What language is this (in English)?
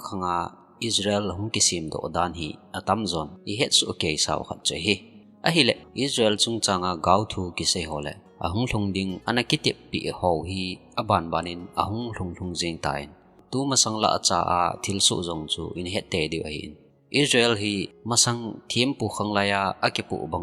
Thado Chin